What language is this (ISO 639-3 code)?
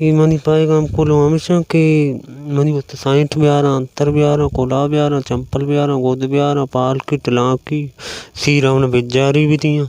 bal